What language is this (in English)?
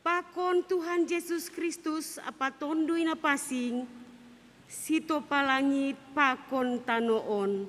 Batak Simalungun